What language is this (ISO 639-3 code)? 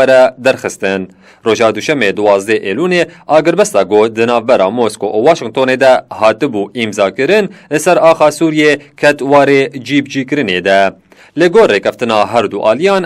kur